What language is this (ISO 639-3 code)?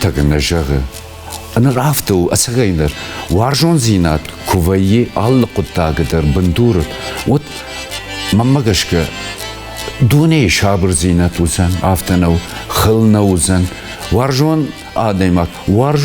oss